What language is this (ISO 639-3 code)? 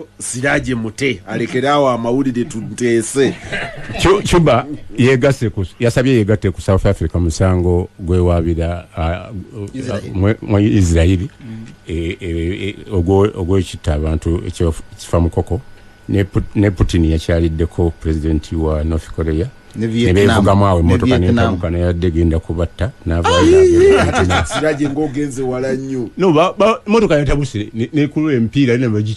lug